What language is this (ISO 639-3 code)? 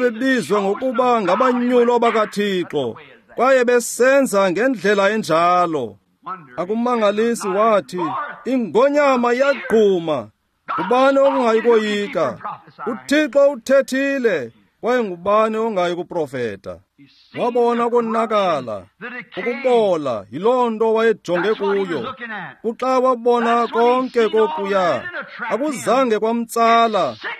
xho